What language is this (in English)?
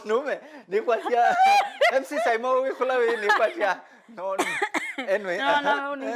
Kamba